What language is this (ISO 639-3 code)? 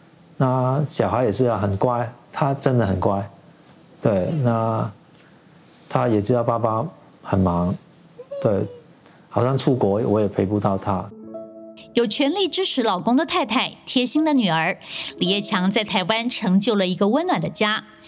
zho